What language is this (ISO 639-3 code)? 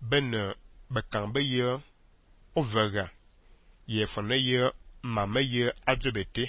fan